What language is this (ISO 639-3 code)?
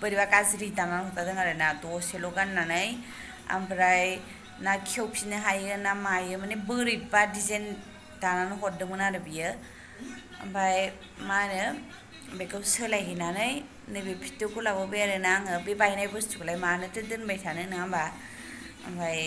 brx